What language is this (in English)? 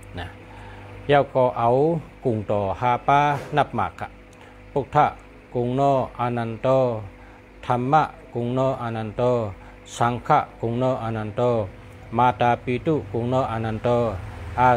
Shan